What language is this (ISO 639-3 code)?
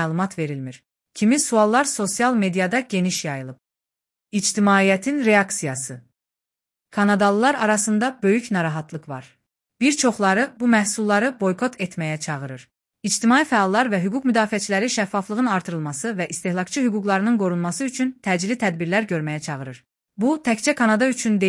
aze